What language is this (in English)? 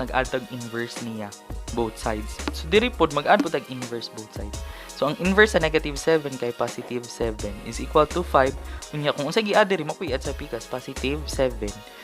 Cebuano